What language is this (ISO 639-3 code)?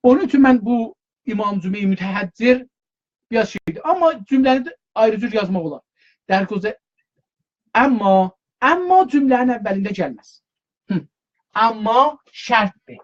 azb